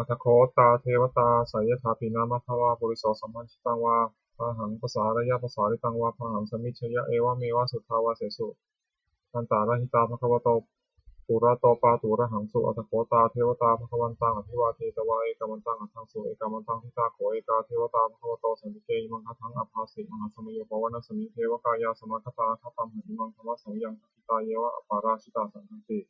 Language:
Pali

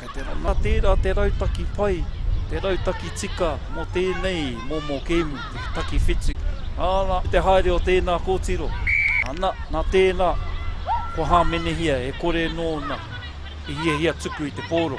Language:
Māori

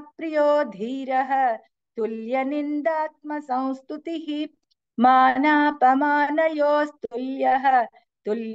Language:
Sanskrit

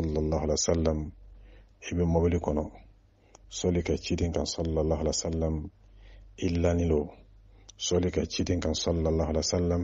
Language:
Dyula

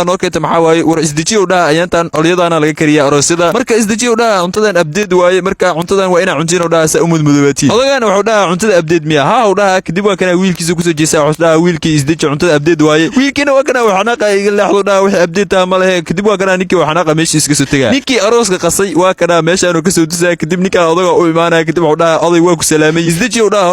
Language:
Somali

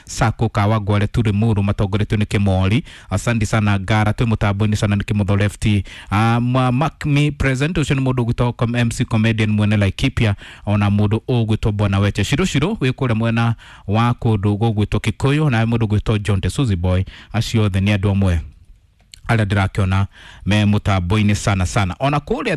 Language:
Kikuyu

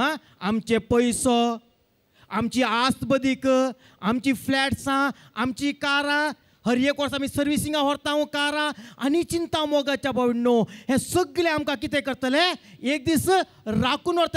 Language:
Konkani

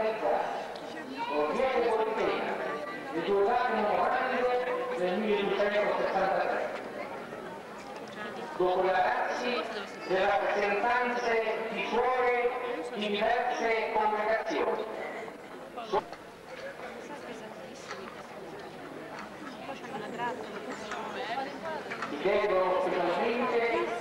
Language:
Italian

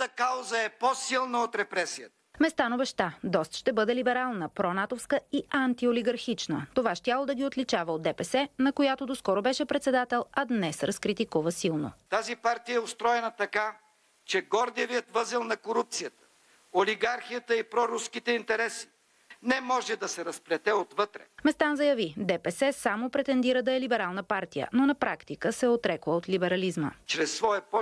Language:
Bulgarian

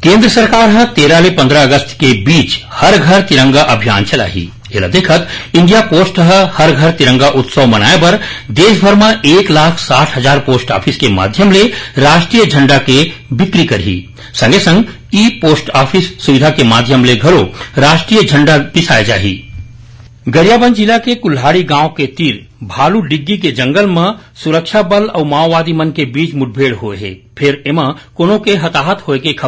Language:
Chhattisgarhi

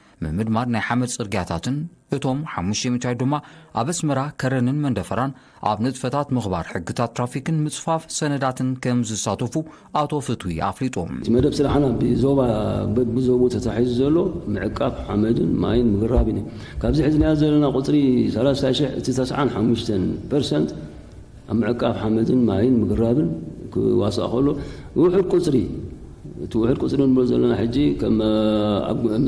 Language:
Tigrinya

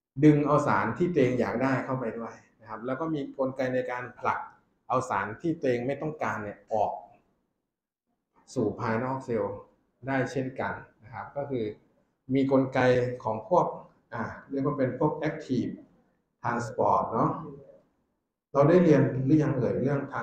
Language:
Thai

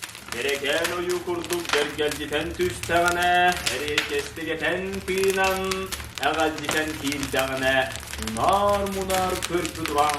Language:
Yakut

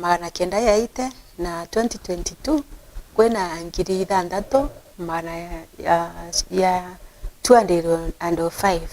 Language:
Meru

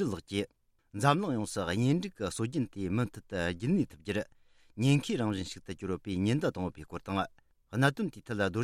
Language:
Tibetan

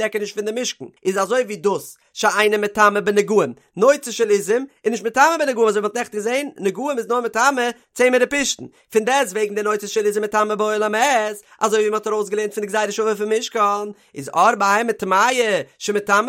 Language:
Yiddish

